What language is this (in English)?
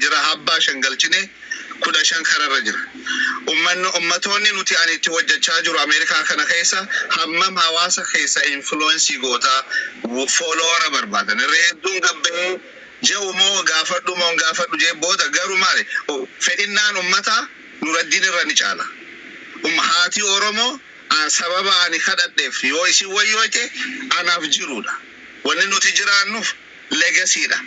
Oromo